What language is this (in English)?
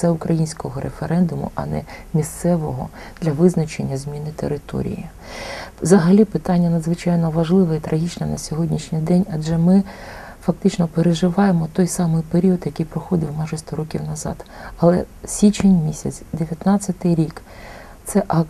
Ukrainian